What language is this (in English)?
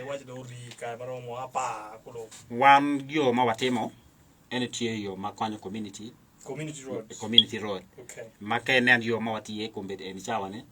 Acoli